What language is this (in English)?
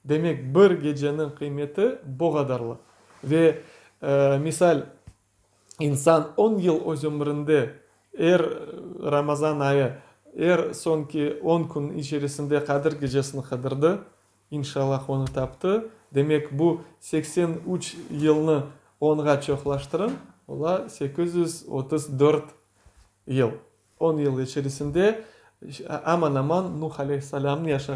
Crimean Tatar